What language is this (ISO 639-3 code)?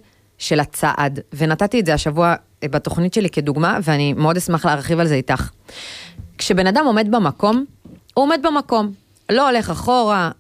heb